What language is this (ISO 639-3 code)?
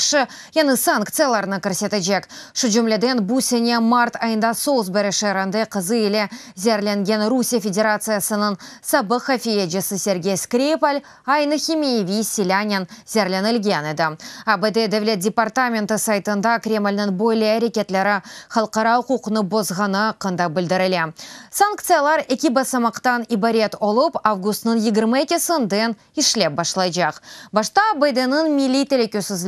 crh